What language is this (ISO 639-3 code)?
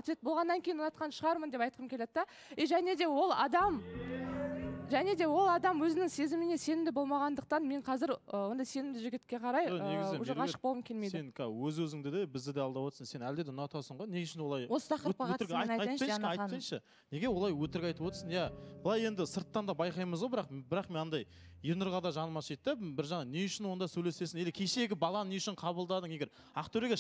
kaz